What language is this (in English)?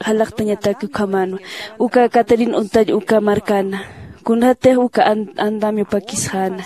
Aymara